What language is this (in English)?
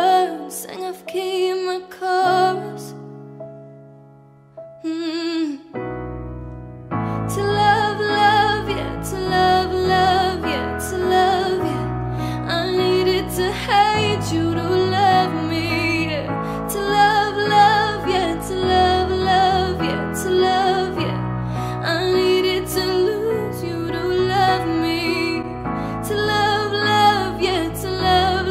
English